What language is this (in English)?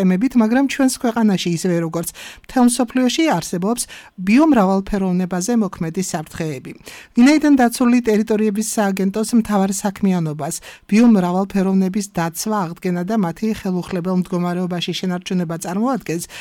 Georgian